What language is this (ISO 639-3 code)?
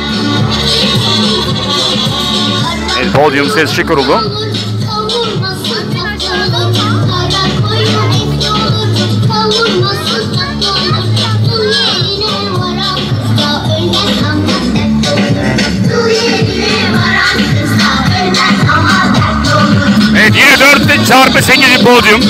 tur